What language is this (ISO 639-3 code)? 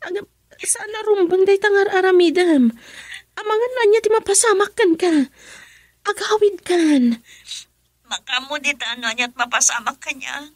ilo